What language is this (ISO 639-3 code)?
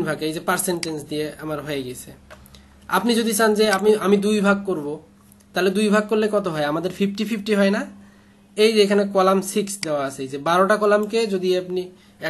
ben